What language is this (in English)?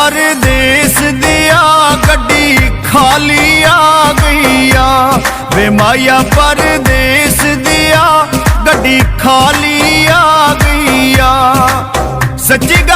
Pahari-Potwari